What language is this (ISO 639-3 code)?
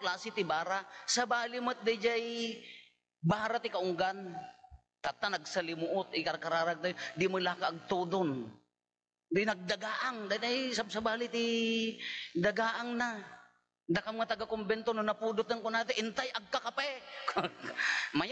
ilo